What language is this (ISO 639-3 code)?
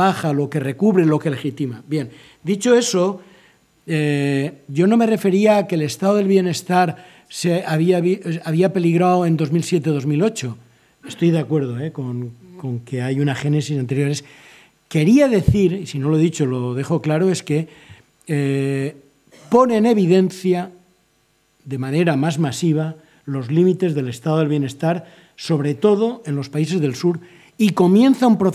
spa